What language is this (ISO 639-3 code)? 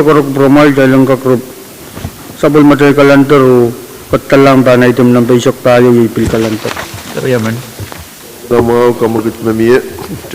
pon